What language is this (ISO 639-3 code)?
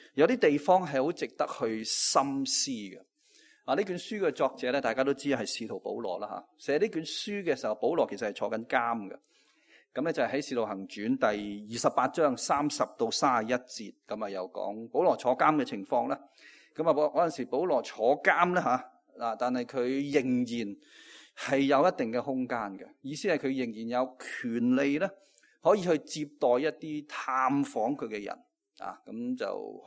yue